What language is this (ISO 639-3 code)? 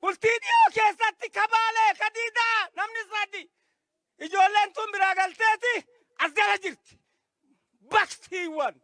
orm